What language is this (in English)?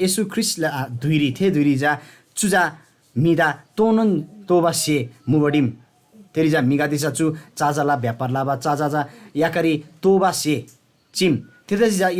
Eastern Tamang